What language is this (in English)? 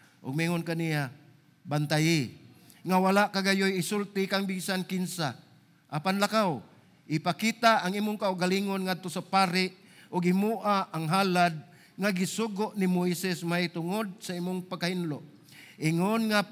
Cebuano